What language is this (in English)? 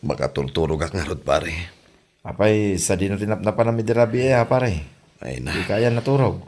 Iloko